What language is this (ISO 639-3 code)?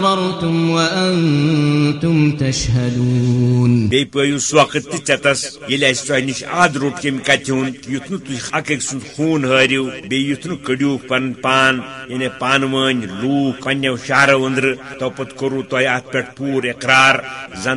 kas